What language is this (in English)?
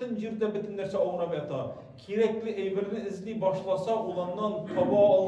Tatar